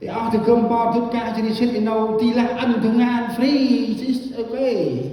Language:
Central Mnong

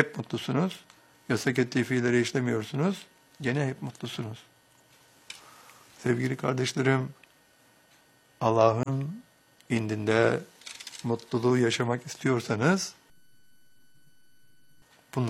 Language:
Turkish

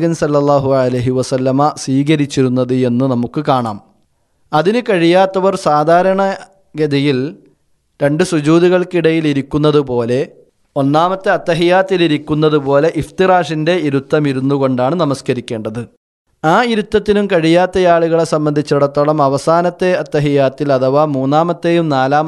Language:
Malayalam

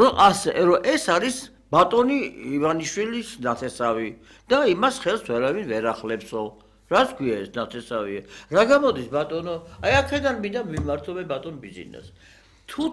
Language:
Georgian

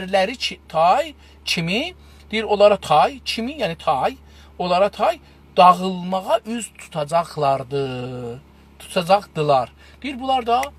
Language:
South Azerbaijani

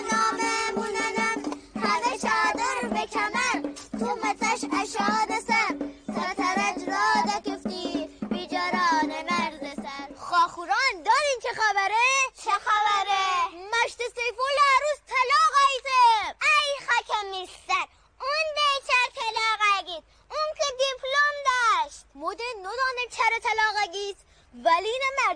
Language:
Gilaki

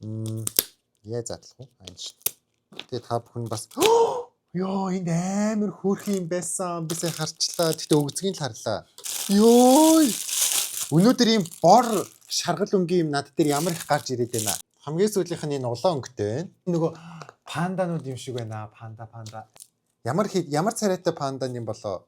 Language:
Mongolian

